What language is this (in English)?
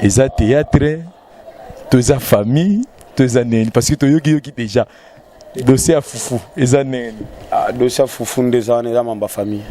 Lingala